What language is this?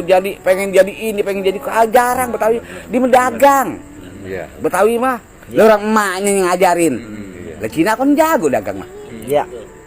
Betawi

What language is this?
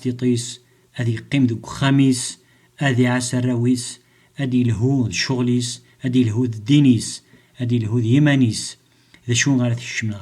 Kabyle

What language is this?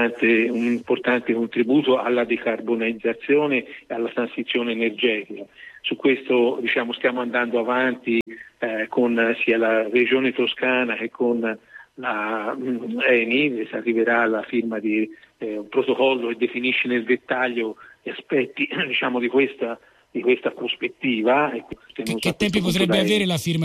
Italian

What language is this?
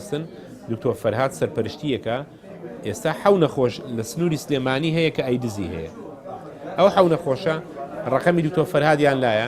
Central Kurdish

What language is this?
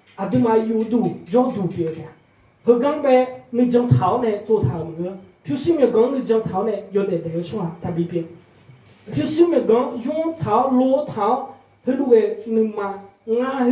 Akha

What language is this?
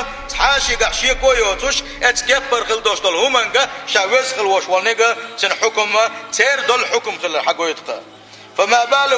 Chechen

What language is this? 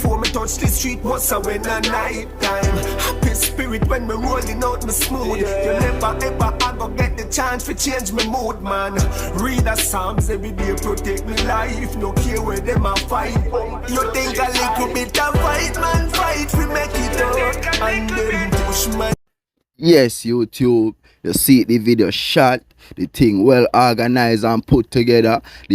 Jamaican Creole English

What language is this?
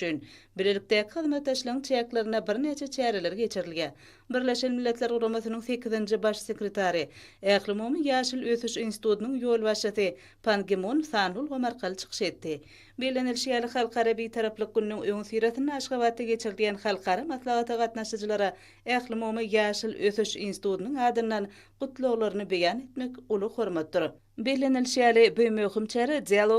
Turkmen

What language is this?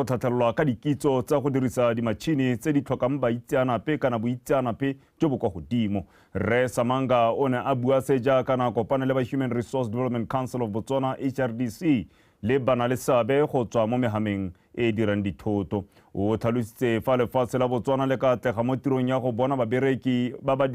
Tswana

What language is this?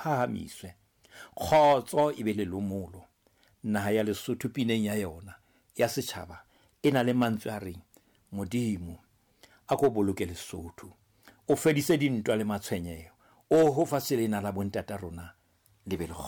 Southern Sotho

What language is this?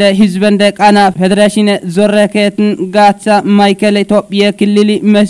Kafa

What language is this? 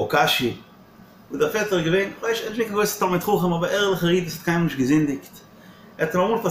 Yiddish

